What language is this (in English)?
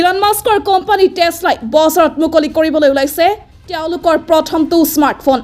Assamese